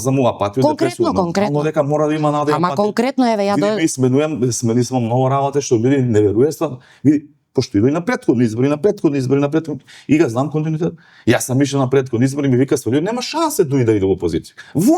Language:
Macedonian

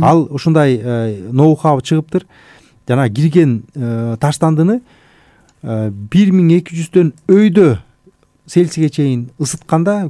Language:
Kyrgyz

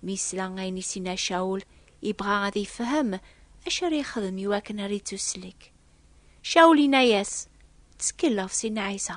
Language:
Kabyle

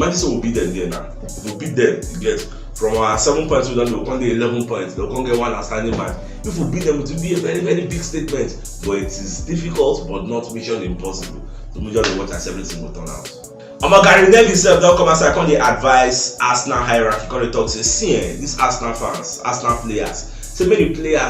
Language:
Nigerian Pidgin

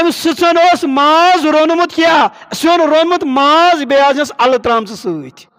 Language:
Kashmiri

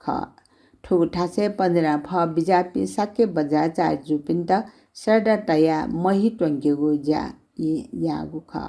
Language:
Newari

